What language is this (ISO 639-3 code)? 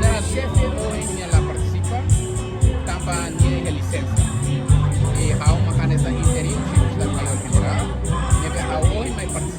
tet